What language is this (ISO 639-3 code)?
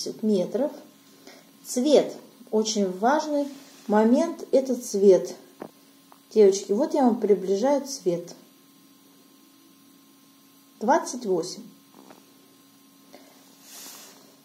rus